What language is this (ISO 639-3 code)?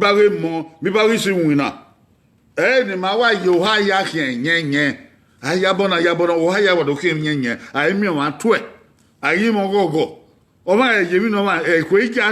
bin